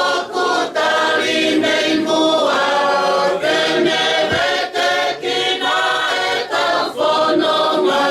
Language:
Tongan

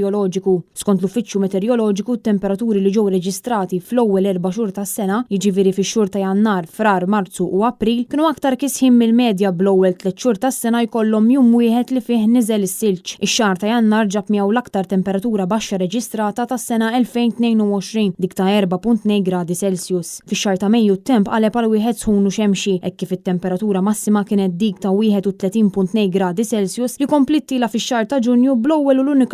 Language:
Maltese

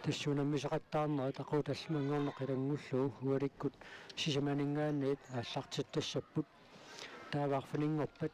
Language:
Kalaallisut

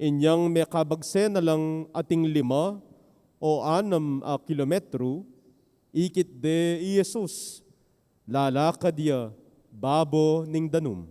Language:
Pampanga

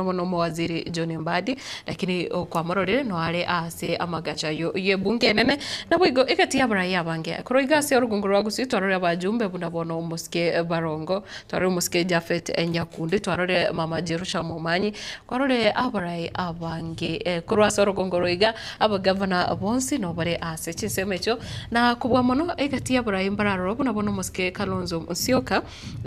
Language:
Gusii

